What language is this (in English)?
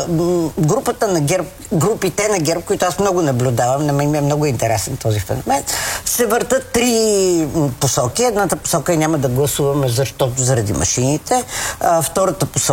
Bulgarian